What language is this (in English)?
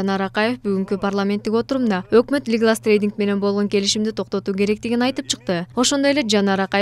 Kyrgyz